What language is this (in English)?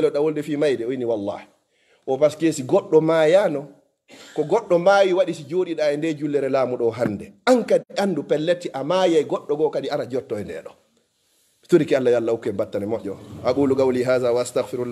Fula